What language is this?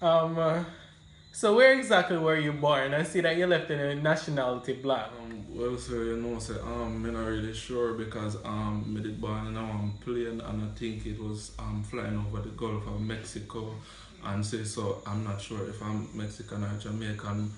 Jamaican Creole English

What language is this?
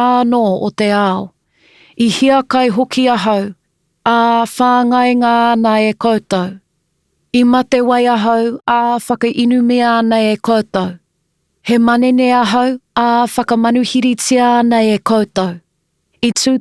Māori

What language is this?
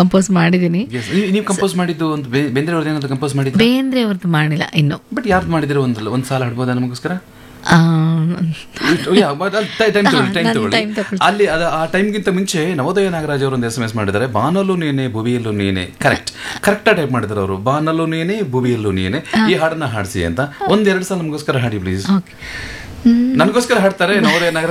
Kannada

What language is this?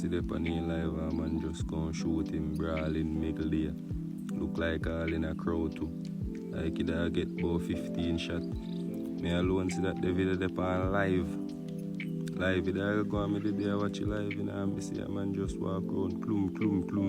Jamaican Creole English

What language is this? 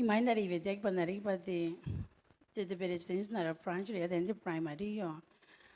Gilbertese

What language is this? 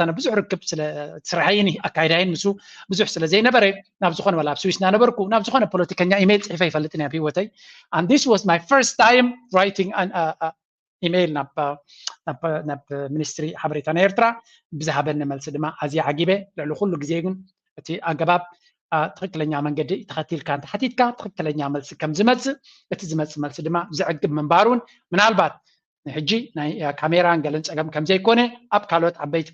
Tigrinya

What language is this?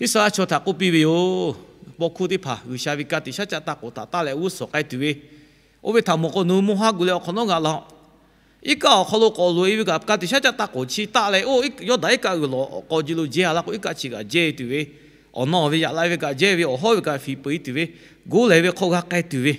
Lahu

